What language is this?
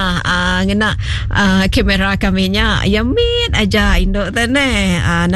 Iban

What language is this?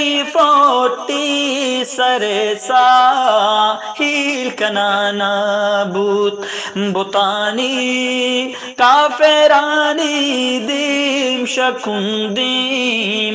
Eastern Balochi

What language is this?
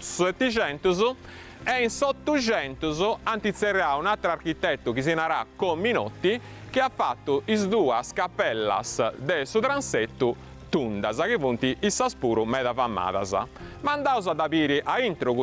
Sardinian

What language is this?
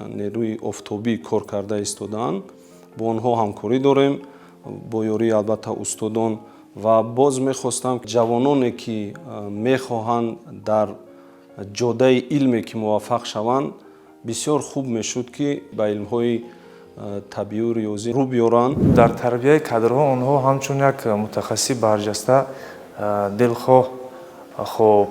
Tajik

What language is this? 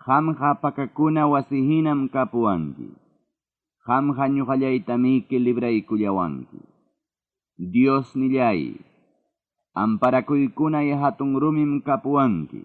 Ayacucho Quechua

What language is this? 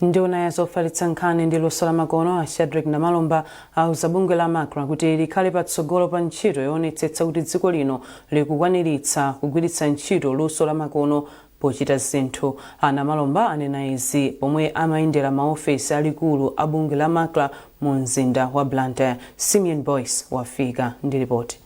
Nyanja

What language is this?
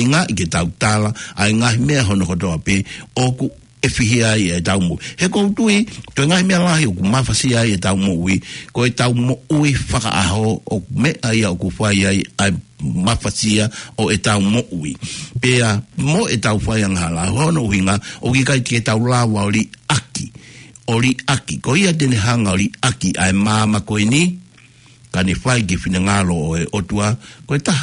Tongan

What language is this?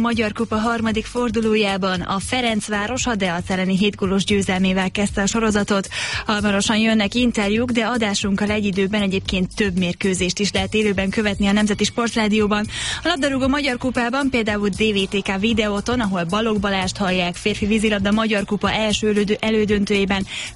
Hungarian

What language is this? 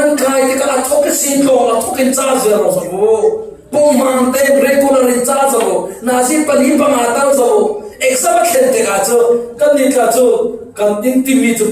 Falam Chin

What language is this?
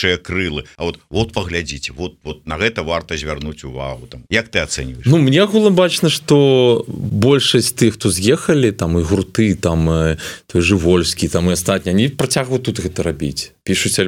Belarusian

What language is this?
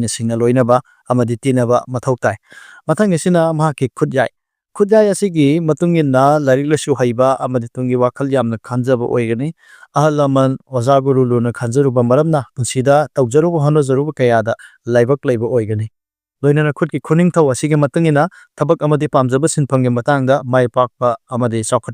Manipuri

